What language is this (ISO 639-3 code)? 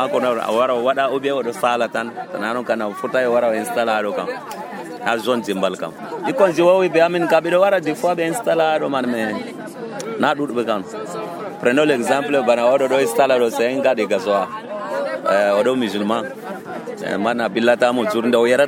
fuv